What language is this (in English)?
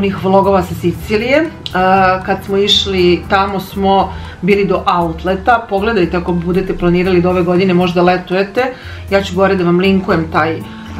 Serbian